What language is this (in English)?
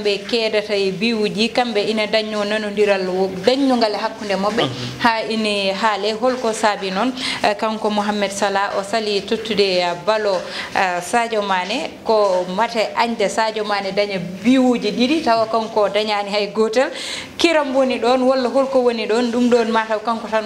Fula